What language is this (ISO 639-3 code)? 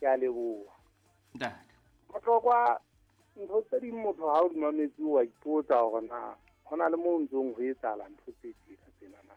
sot